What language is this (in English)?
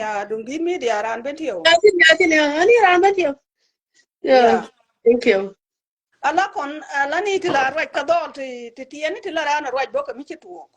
Nuer